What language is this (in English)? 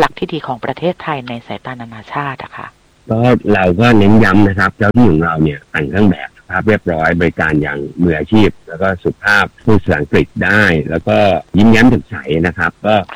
Thai